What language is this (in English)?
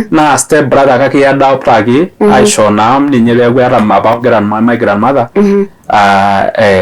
Masai